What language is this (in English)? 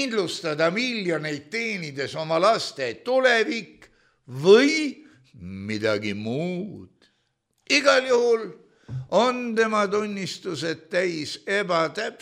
Estonian